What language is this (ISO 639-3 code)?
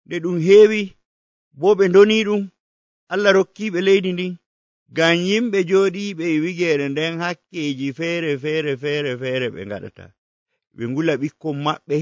fuv